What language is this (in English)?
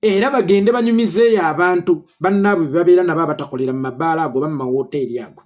Ganda